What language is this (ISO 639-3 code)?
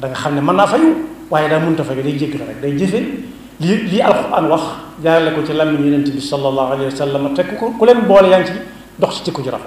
wol